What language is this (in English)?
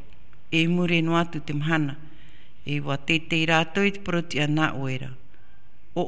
Tahitian